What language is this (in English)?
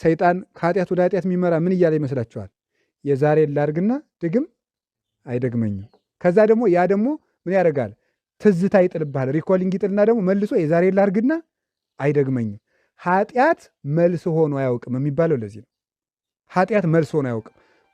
Amharic